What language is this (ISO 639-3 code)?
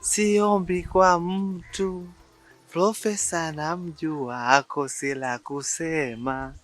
swa